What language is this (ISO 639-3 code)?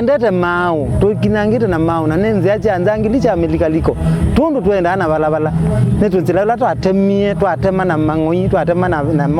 kam